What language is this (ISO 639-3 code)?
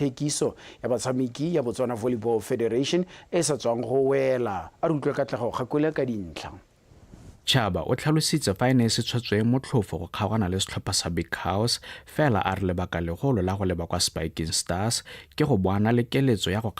tsn